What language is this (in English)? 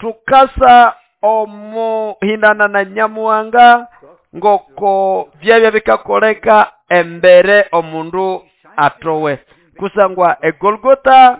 Nande